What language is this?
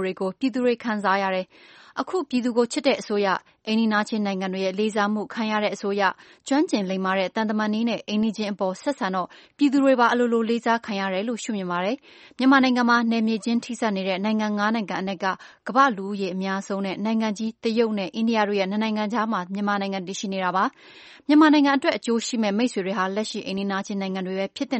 Burmese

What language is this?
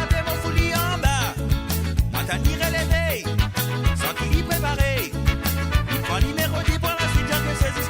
Morisyen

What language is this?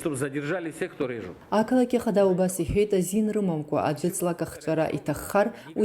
Abkhazian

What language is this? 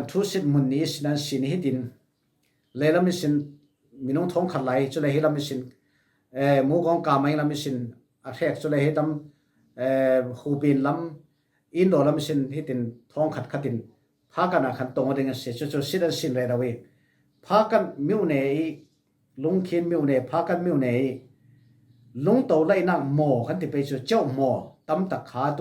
Falam Chin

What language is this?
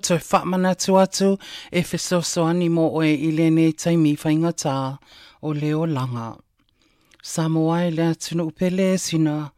Samoan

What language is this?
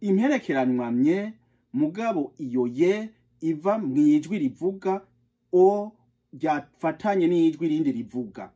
Rundi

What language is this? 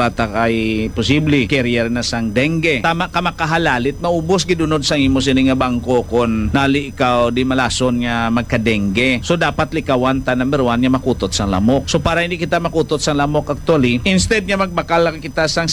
Hiligaynon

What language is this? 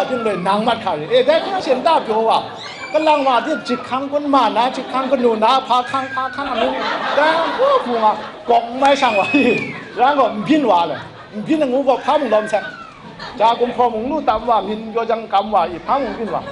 Kachin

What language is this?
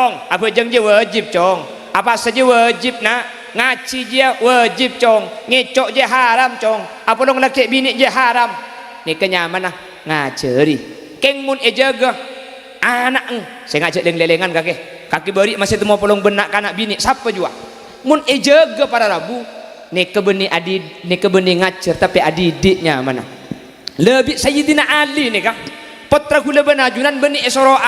Madurese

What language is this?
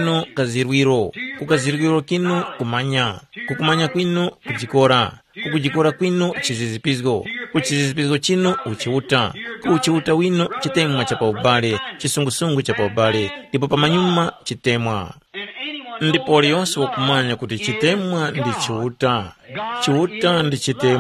Tumbuka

